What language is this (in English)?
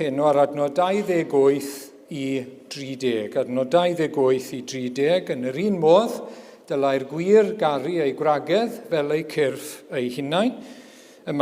Welsh